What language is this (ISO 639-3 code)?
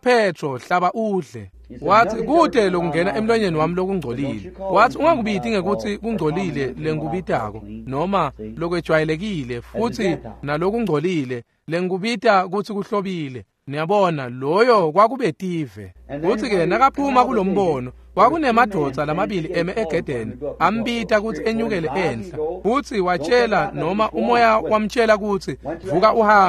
ssw